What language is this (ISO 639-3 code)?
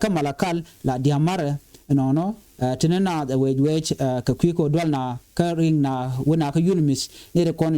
nus